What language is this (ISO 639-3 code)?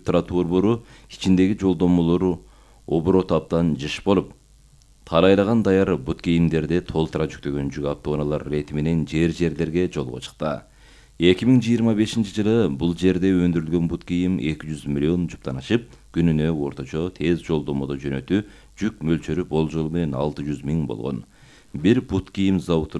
kir